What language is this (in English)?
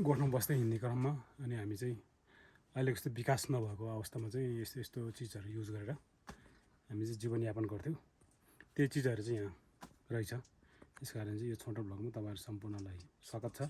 Nepali